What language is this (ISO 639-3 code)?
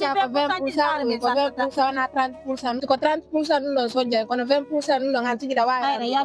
ful